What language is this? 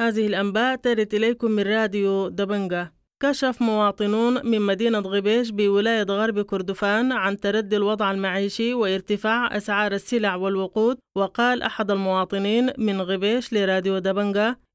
Sudanese Arabic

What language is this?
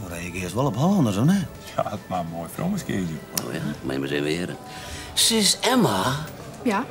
Western Frisian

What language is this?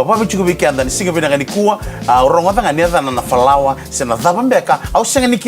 Fijian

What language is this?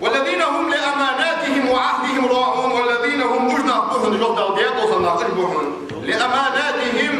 Ingush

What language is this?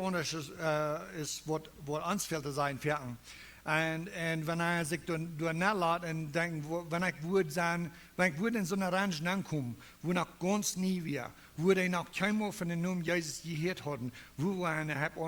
Plautdietsch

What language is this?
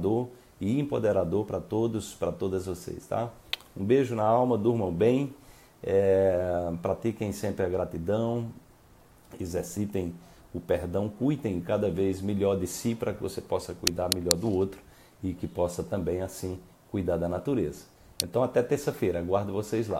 Portuguese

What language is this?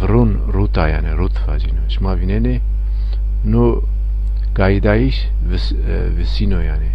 Zaza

